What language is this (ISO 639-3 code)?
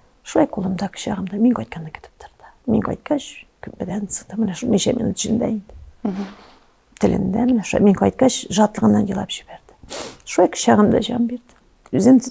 tat